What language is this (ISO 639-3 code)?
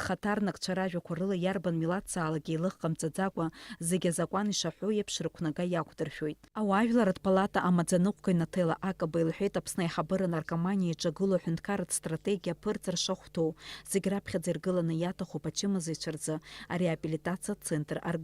abk